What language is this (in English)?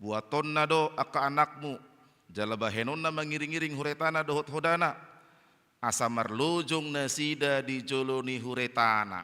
Batak Toba